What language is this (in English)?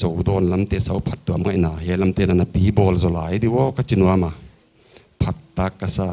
Paite Chin